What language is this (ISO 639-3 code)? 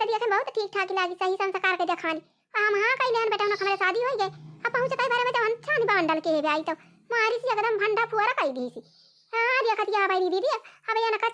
awa